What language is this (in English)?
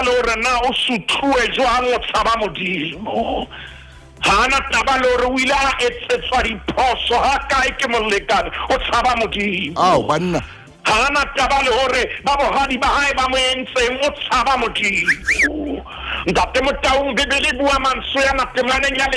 Southern Sotho